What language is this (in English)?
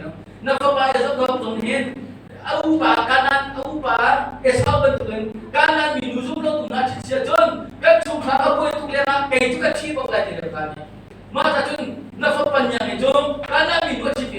Hakha Chin